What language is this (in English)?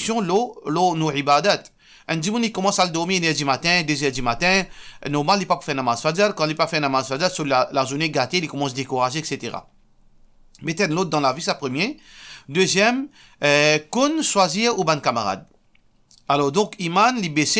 Morisyen